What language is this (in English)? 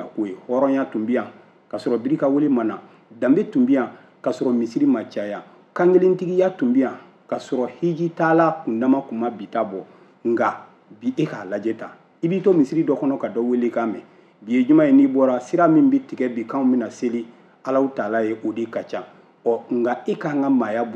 Bambara